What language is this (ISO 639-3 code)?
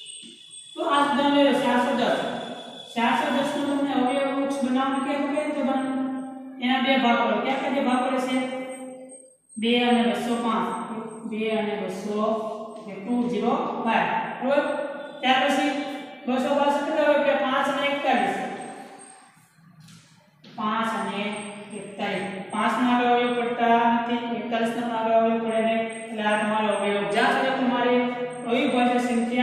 guj